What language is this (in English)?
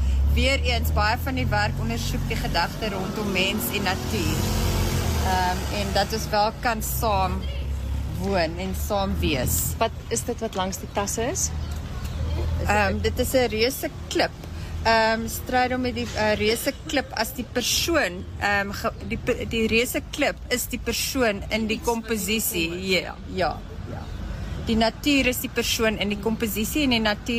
Afrikaans